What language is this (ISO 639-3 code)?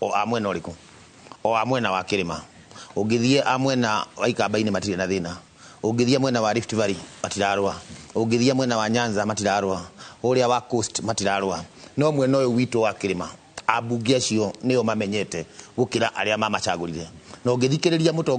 kik